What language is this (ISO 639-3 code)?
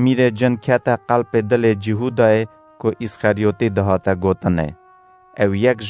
kur